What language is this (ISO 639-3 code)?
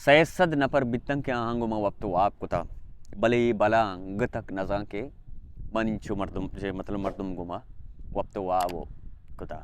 bal